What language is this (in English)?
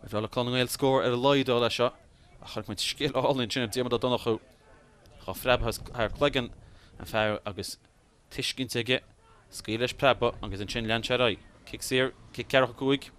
Irish